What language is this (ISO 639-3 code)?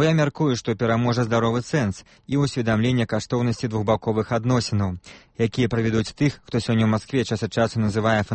bel